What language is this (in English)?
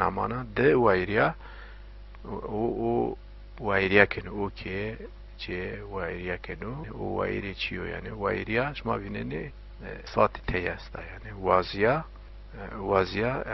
Zaza